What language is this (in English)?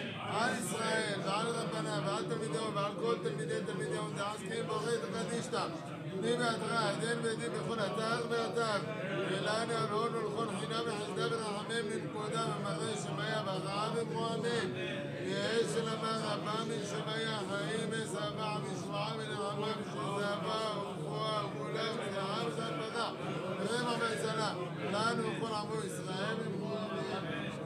Hebrew